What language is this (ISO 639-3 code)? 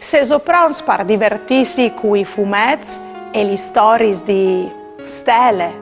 fur